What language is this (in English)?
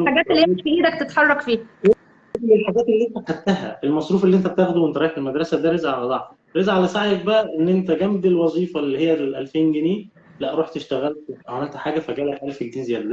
Egyptian Arabic